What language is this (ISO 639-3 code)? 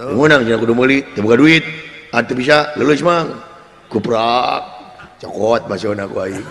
sun